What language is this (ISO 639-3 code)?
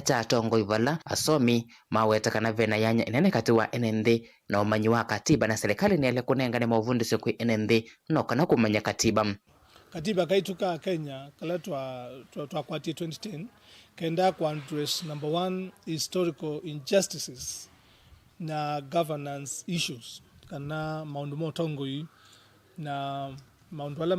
kam